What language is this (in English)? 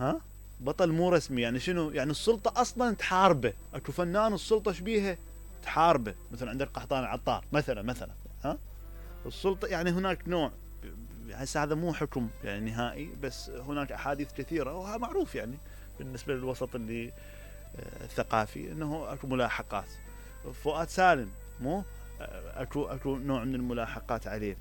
Mesopotamian Arabic